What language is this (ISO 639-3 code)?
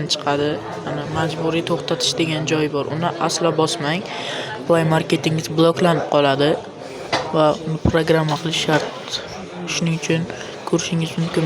uzb